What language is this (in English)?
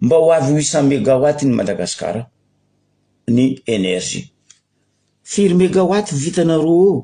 Malagasy